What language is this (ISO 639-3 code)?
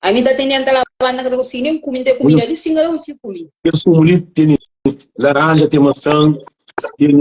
kea